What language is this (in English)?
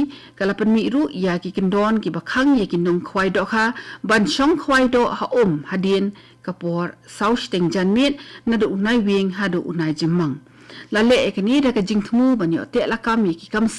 Khasi